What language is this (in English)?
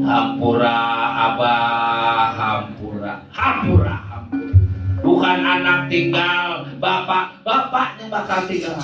Betawi